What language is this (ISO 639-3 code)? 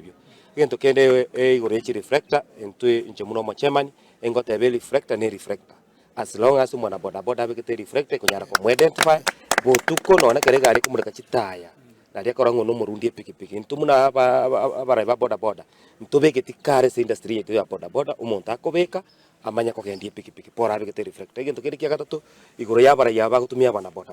guz